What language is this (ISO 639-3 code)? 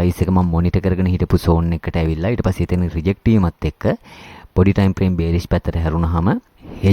sin